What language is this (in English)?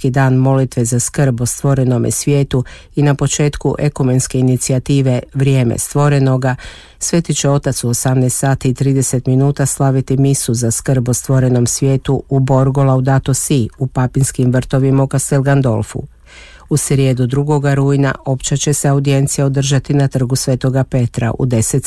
Croatian